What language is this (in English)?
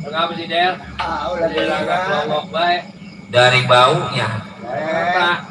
Betawi